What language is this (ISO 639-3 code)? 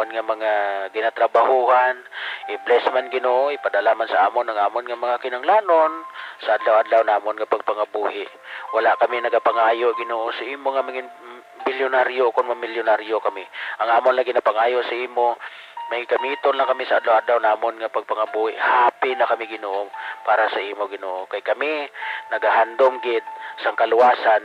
hil